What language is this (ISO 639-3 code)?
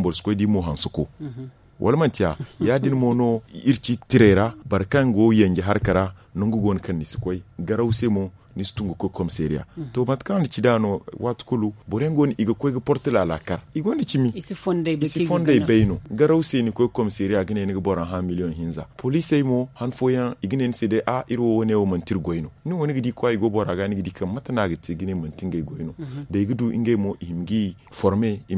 dje